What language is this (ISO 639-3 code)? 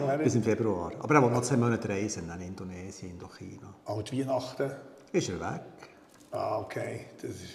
gsw